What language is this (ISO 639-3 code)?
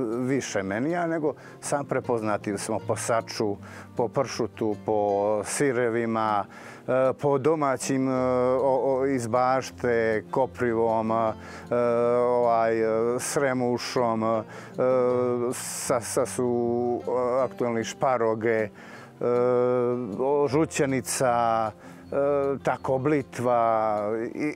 srp